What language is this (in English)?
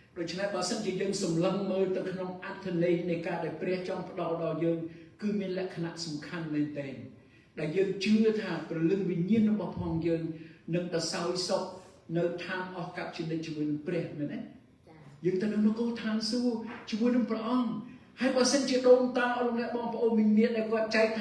Khmer